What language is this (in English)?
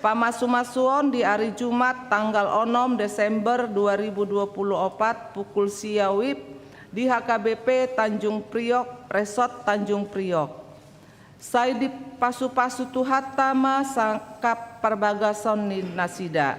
Batak Toba